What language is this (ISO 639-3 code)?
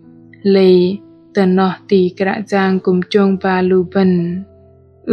bdq